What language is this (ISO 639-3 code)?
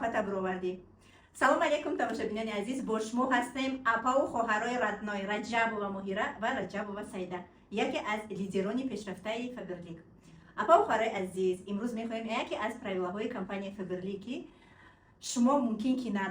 tgk